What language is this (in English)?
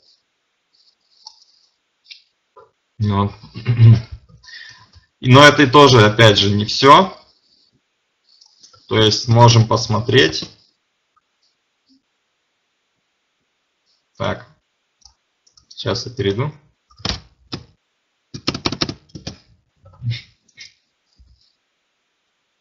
Russian